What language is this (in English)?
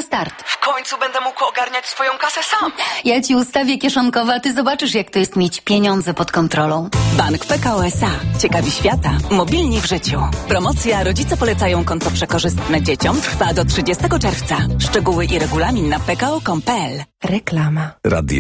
Polish